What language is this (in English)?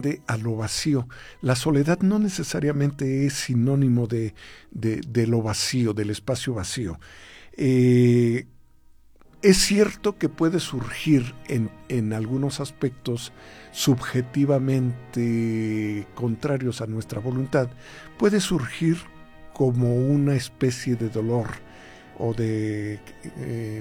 Spanish